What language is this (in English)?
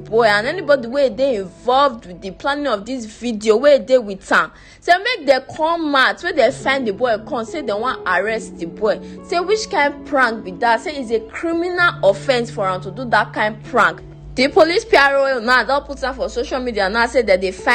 Nigerian Pidgin